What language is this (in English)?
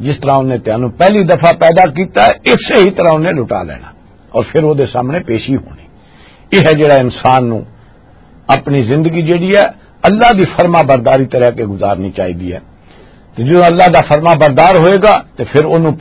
Western Panjabi